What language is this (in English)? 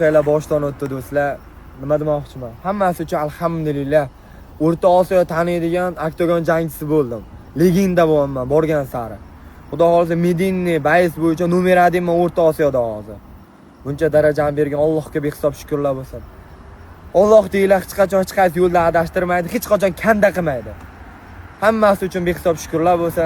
Uzbek